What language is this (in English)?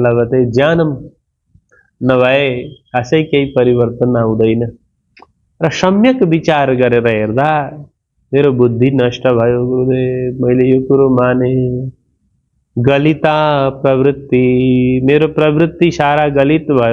Nepali